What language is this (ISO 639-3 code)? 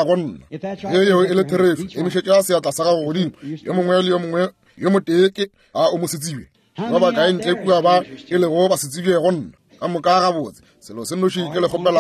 nso